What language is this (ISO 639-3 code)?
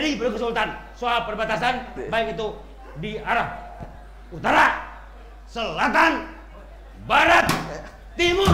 bjn